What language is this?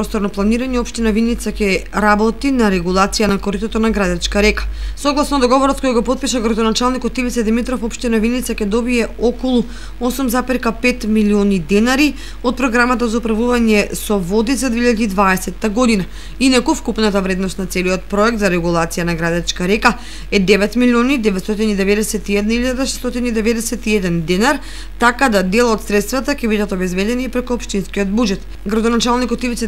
Macedonian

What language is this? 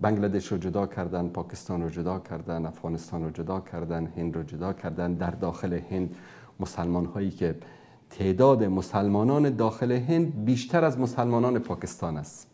Persian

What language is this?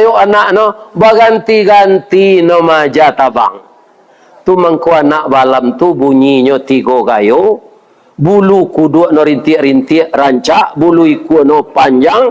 Minangkabau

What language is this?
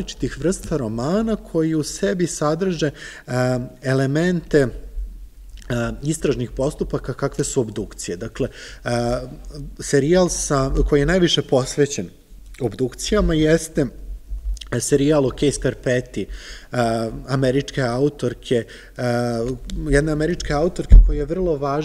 Serbian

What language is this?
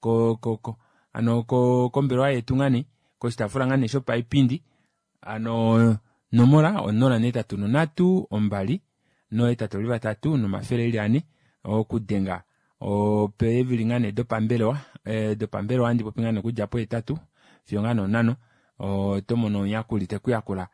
Kuanyama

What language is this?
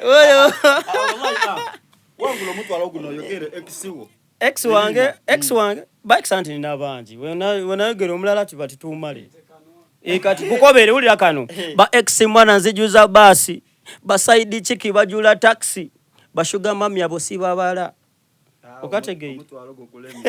Soga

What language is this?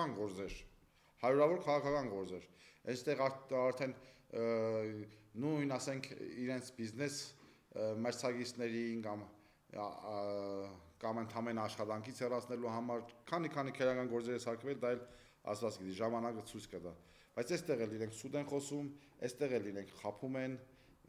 Armenian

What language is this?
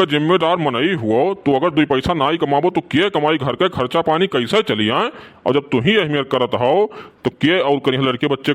Awadhi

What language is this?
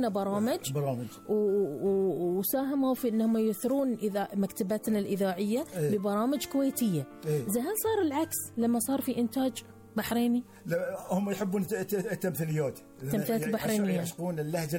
Gulf Arabic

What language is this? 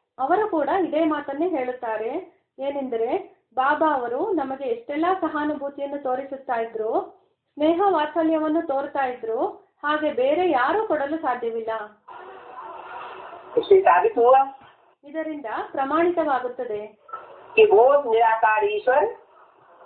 Kannada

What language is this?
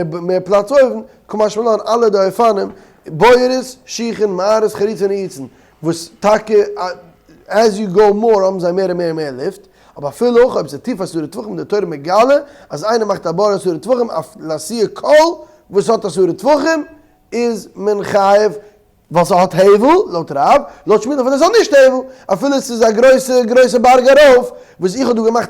Yiddish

